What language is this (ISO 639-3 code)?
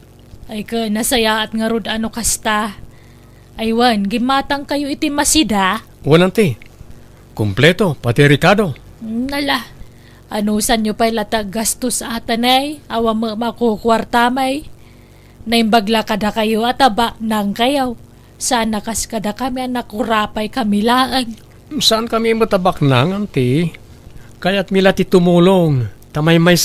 ilo